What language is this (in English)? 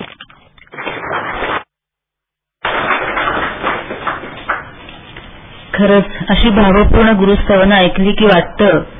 Marathi